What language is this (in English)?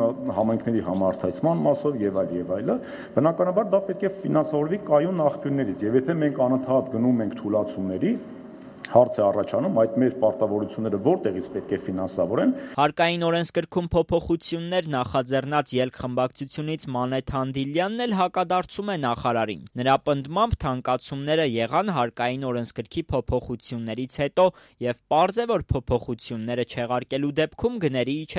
Armenian